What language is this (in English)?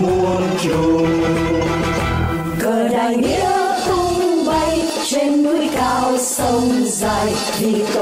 Vietnamese